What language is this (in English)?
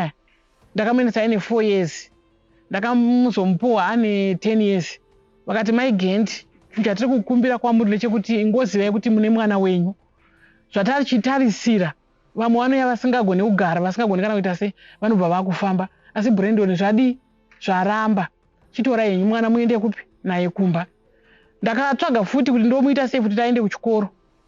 Shona